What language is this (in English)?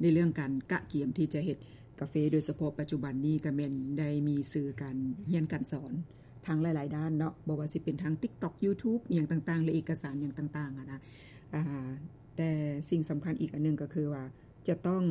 Lao